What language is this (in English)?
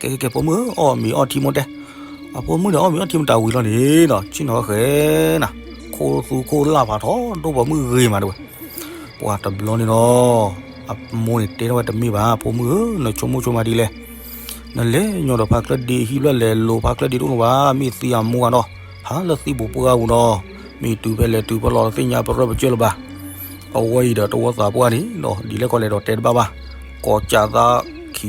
S'gaw Karen